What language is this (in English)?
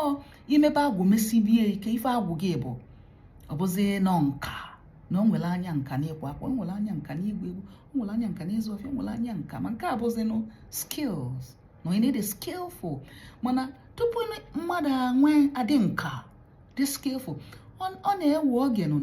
Igbo